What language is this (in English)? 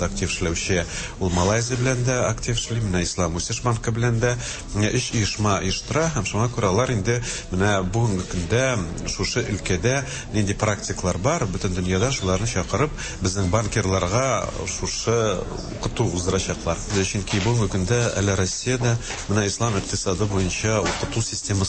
Tatar